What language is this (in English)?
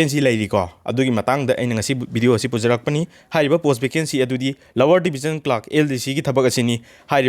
Manipuri